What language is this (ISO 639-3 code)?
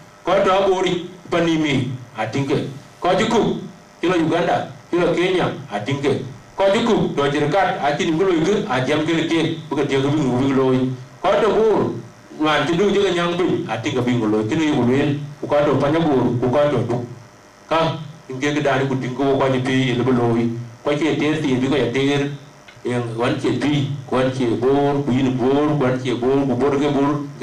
din